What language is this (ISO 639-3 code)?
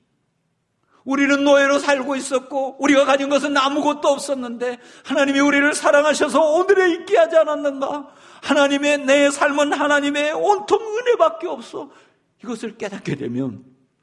kor